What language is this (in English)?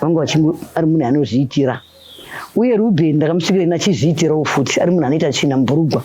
Shona